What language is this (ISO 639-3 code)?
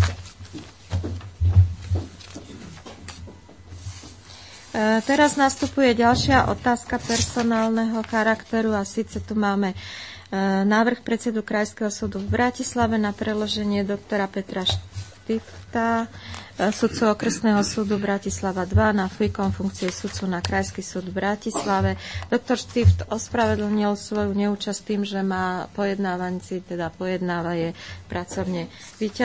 slk